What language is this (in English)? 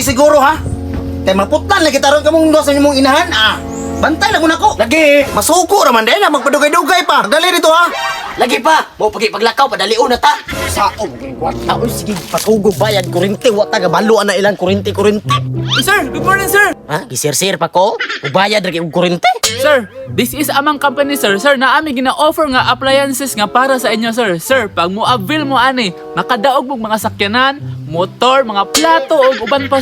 Cebuano